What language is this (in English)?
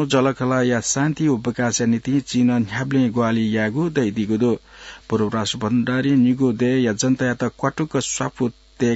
Newari